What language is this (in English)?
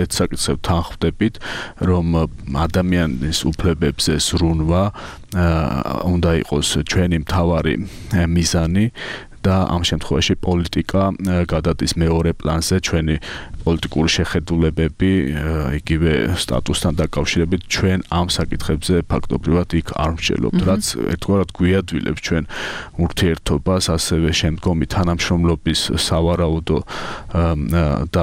Georgian